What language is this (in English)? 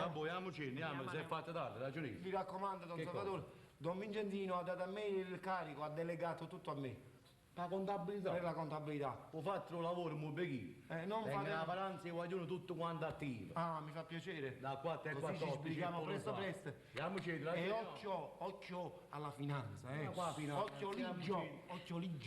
Neapolitan